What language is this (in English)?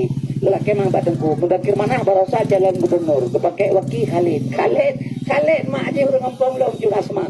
Achinese